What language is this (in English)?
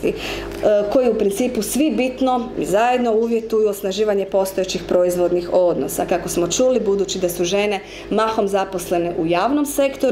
Croatian